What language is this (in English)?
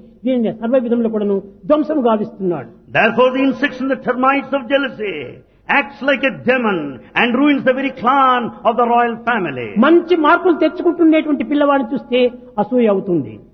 Telugu